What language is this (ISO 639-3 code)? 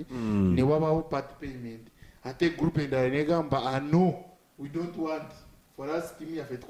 nyn